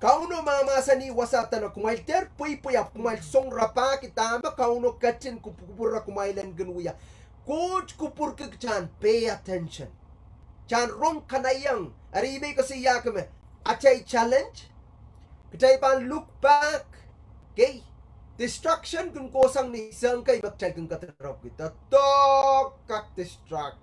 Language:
Pohnpeian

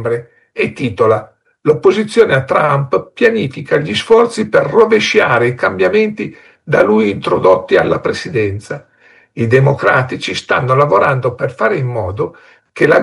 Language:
Italian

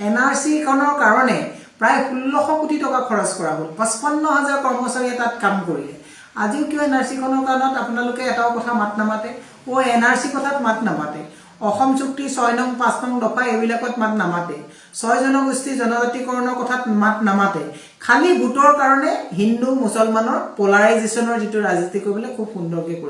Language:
Assamese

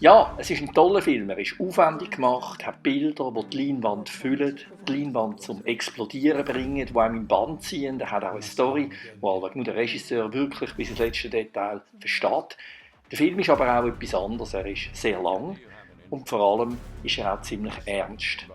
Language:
Swiss German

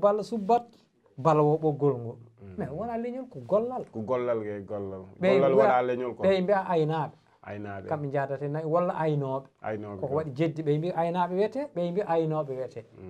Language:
Fula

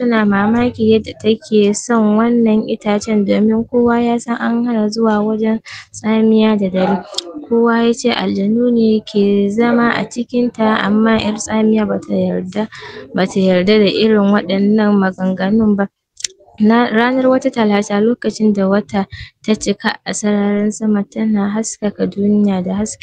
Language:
Hausa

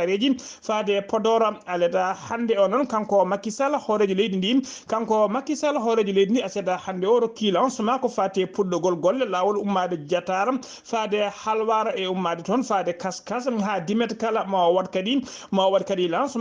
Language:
Fula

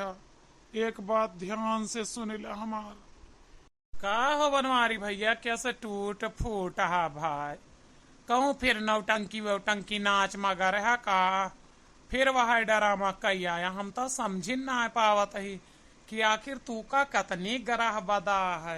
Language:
Awadhi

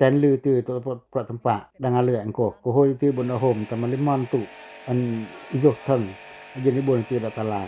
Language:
Pacoh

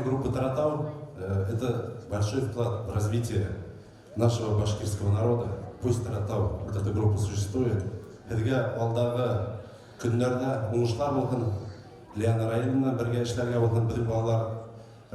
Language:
Bashkir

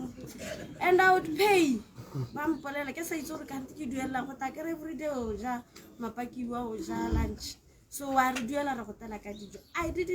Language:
Tswana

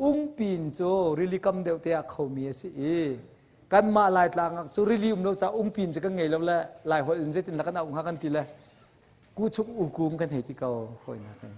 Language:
Hakha Chin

